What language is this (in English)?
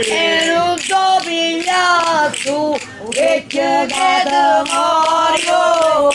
Neapolitan